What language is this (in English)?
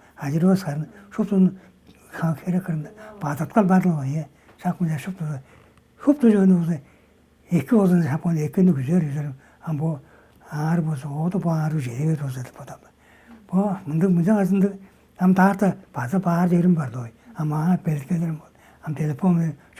Tuvinian